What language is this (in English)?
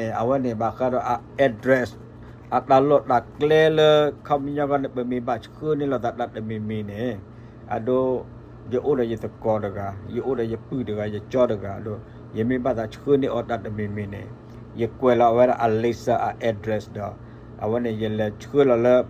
S'gaw Karen